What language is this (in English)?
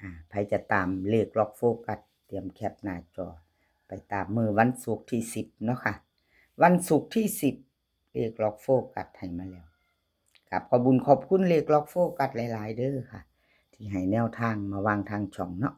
Northeastern Thai